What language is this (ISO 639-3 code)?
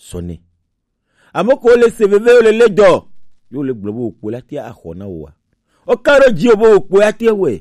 gej